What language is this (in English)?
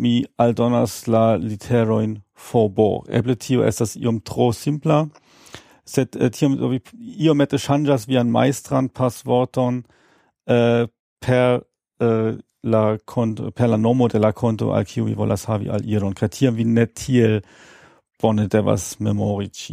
Esperanto